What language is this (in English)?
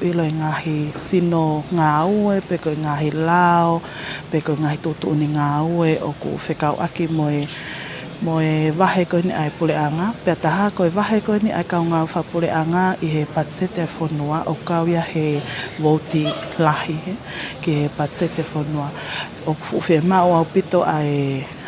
Tongan